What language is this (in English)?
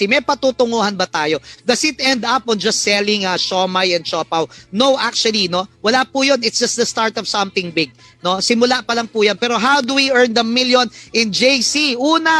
Filipino